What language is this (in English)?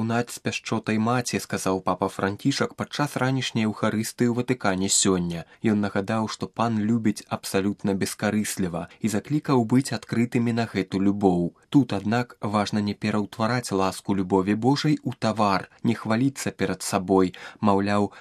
Belarusian